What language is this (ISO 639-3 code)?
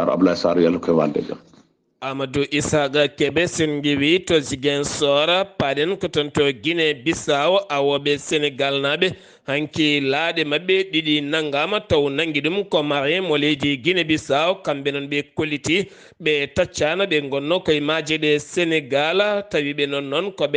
ful